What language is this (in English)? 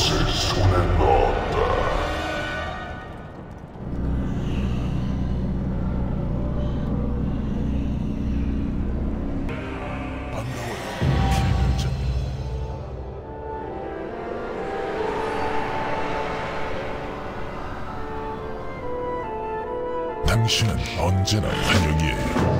Korean